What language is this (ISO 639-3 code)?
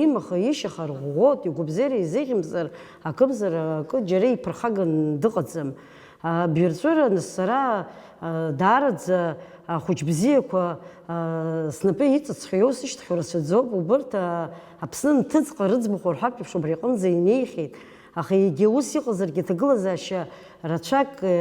abk